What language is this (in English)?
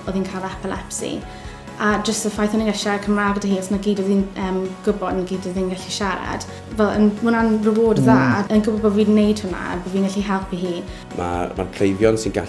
Welsh